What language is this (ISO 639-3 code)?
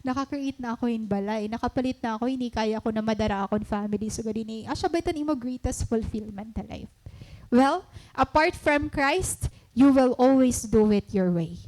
war